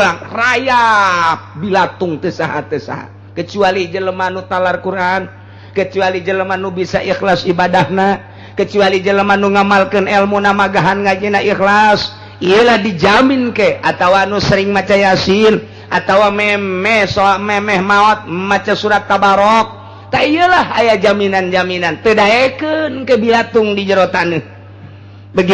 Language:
Sundanese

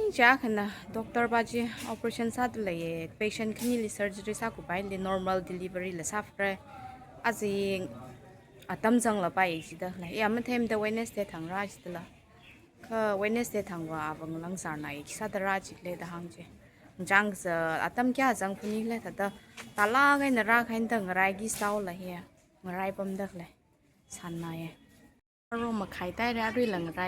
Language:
Tangkhul Naga (India)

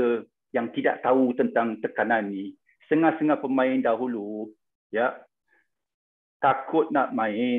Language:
Malay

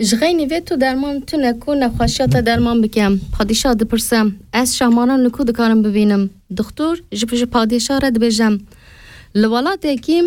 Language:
Kurdish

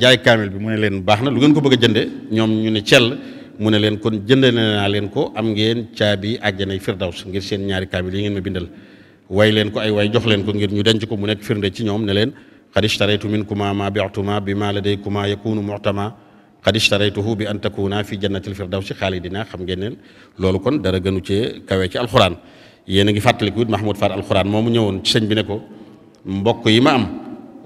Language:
Wolof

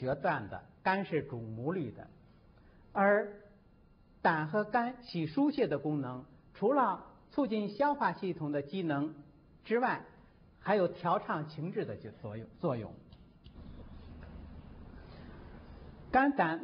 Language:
Chinese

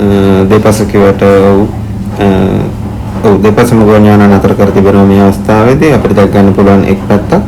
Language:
Sinhala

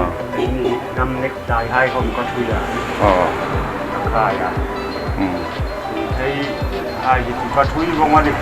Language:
Hmar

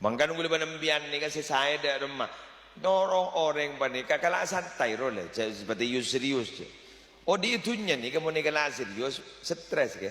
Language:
Madurese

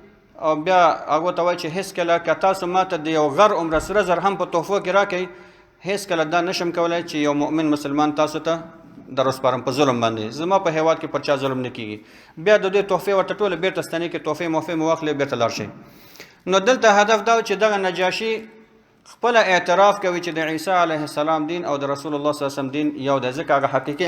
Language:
Pashto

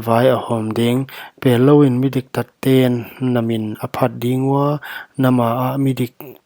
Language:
Paite Chin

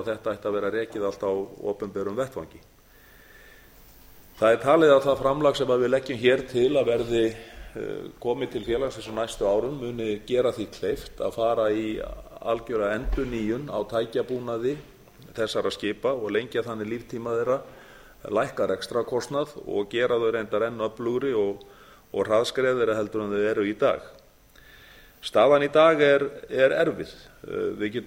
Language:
Icelandic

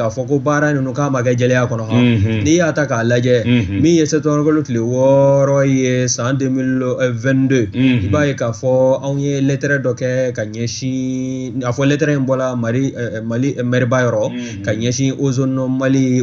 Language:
Bambara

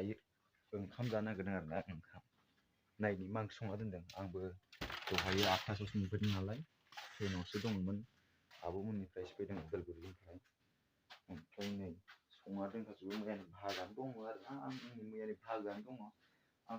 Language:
Bodo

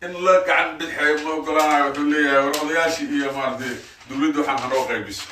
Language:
Somali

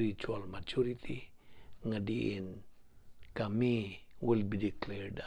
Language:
Cebuano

